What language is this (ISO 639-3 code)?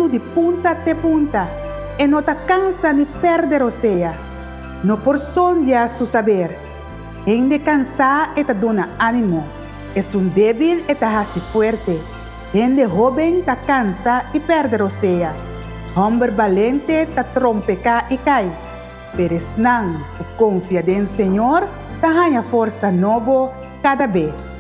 pap